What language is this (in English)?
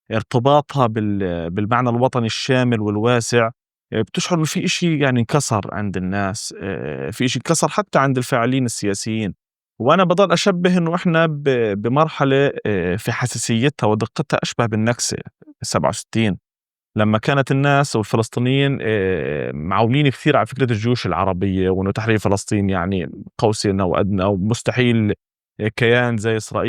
North Levantine Arabic